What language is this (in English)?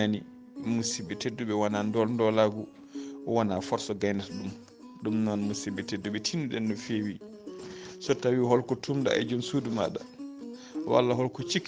Fula